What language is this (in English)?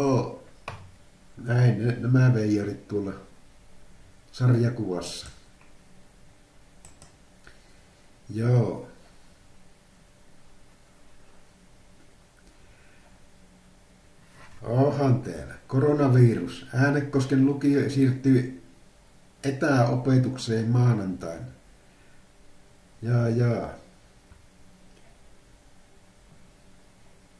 Finnish